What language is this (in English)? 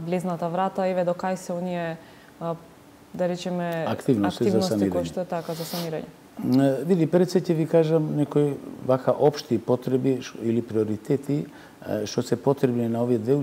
Macedonian